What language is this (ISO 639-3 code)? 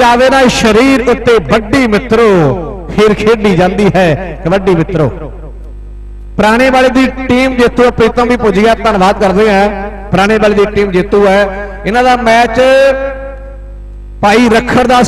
pan